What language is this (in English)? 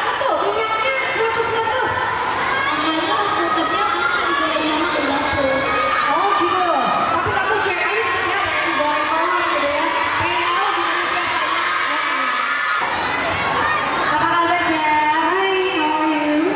Indonesian